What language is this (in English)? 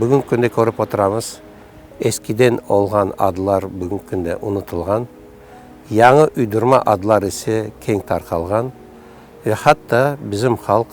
Crimean Tatar